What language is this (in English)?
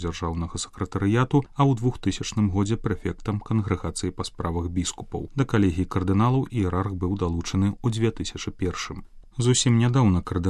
Belarusian